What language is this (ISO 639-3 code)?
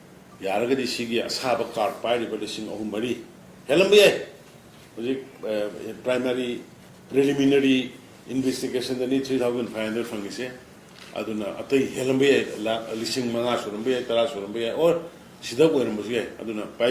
mni